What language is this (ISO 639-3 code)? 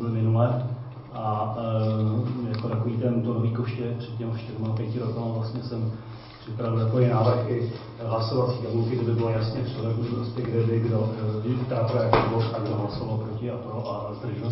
ces